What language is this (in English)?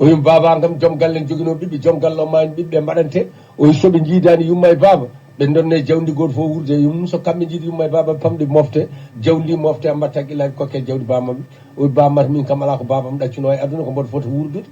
Fula